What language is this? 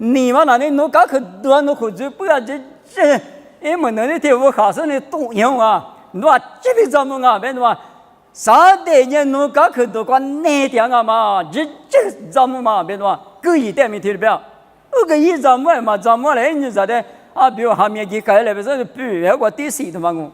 Lisu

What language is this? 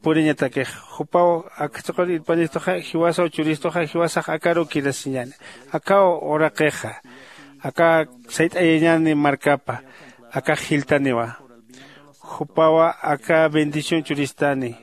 Aymara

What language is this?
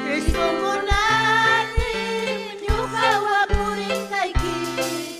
Ayacucho Quechua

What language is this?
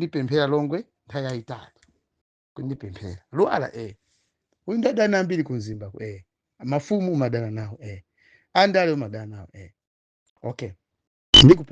Nyanja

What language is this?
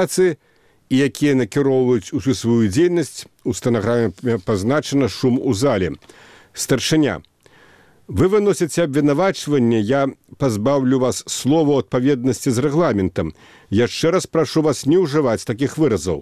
Belarusian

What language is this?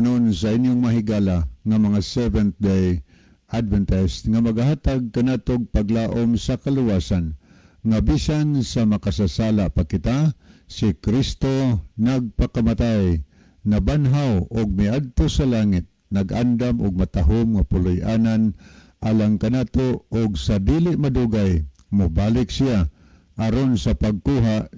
Cebuano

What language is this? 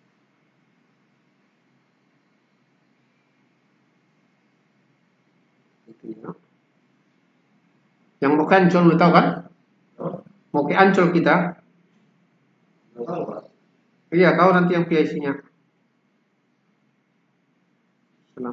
Indonesian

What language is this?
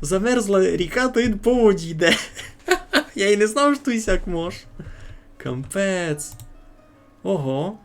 Rusyn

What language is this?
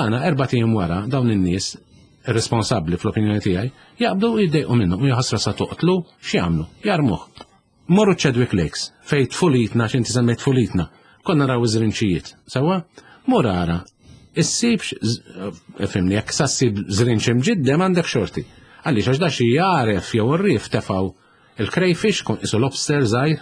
Maltese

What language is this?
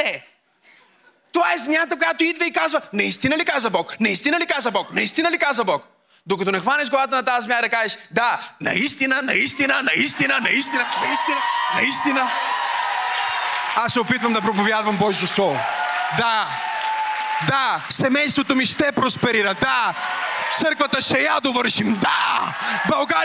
Bulgarian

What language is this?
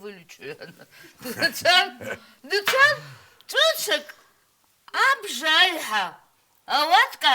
Abkhazian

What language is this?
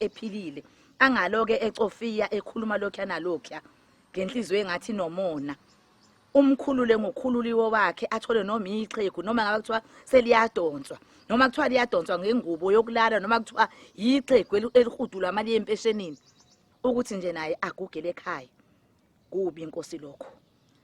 Zulu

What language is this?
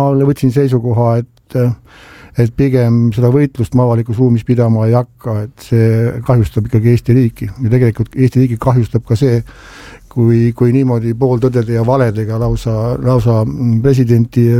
Estonian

